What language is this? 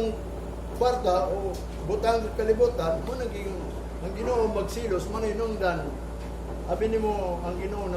Cebuano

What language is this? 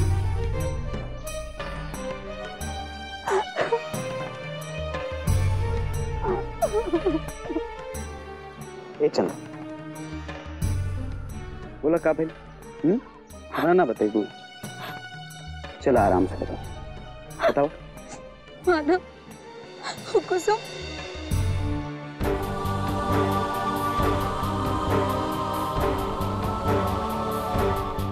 Bhojpuri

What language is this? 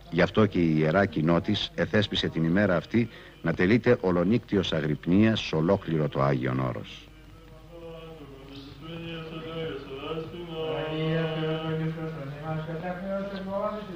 Greek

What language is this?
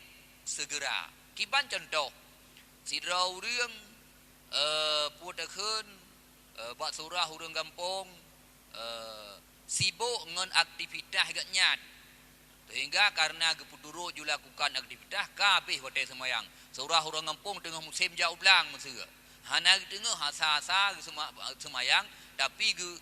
Achinese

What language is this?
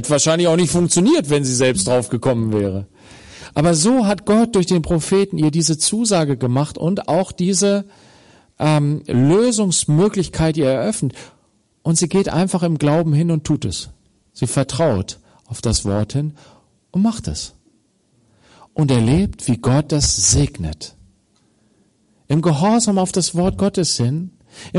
German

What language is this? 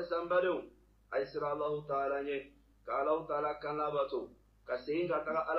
Bambara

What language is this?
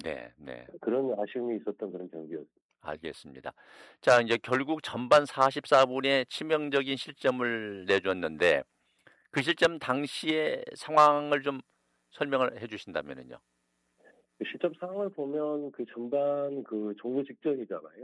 Korean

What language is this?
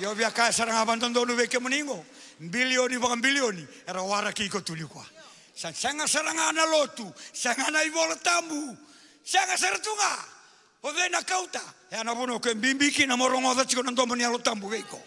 Fijian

